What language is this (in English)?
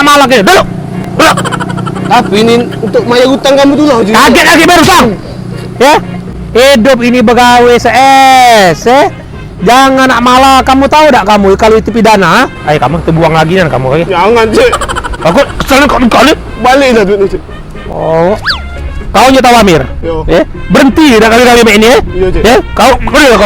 Musi